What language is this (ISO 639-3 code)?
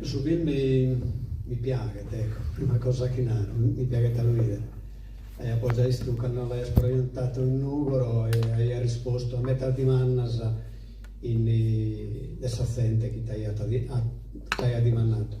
srd